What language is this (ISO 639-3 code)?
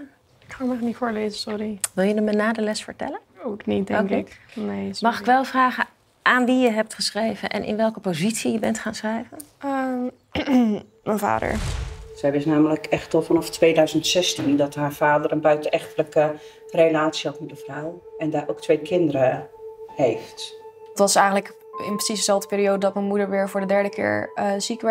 nld